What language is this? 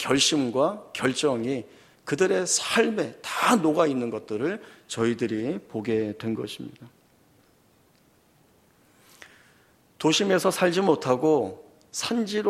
Korean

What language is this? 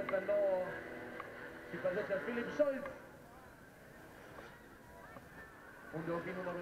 Romanian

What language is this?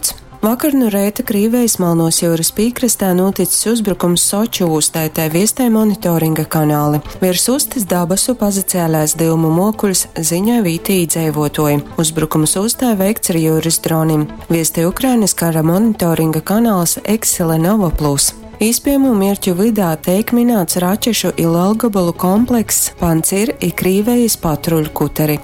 Latgalian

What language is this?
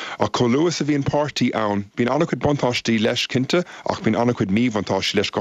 Irish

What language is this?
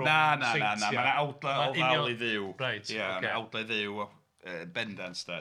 Welsh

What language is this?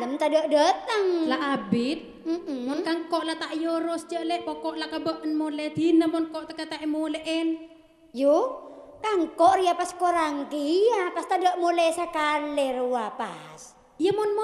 Madurese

